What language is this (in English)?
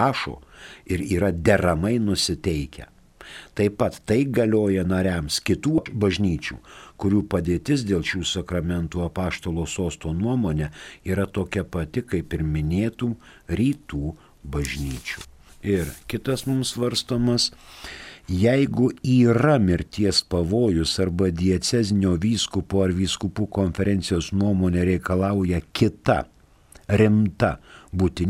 Lithuanian